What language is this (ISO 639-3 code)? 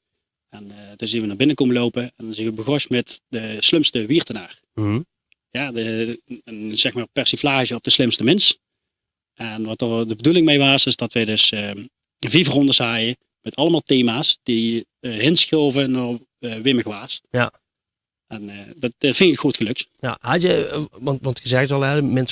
lim